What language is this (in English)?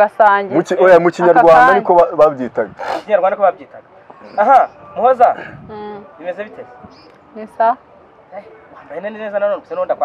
Kinyarwanda